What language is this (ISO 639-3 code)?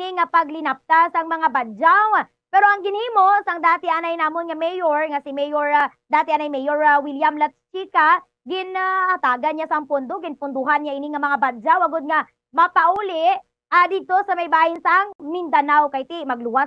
hil